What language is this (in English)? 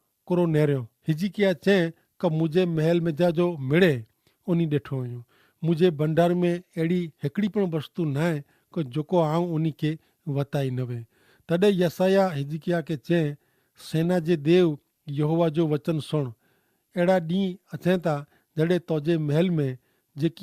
Kachhi